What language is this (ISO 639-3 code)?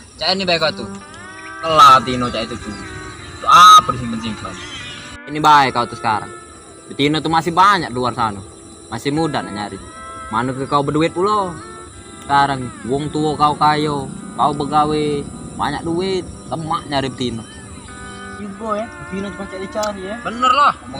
mui